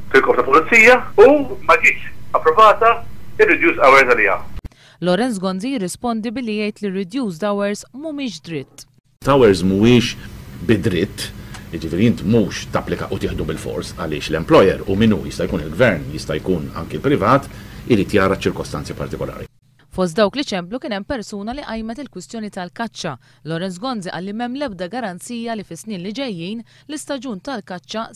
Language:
Maltese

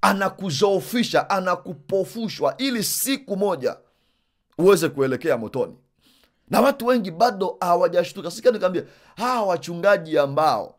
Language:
Swahili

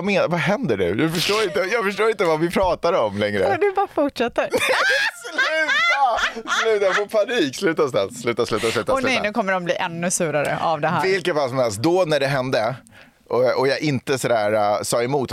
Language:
Swedish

